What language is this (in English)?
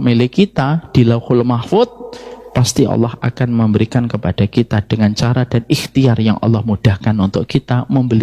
Indonesian